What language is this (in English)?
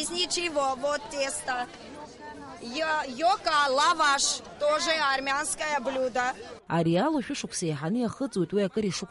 Abkhazian